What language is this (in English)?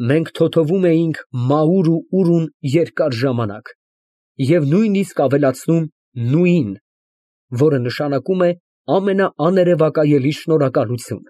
Armenian